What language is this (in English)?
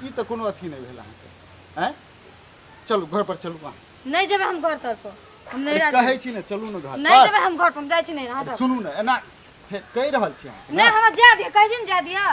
Maithili